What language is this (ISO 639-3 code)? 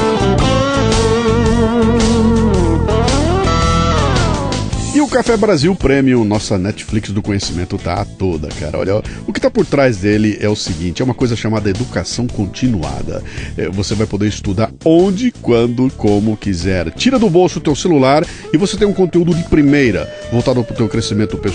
por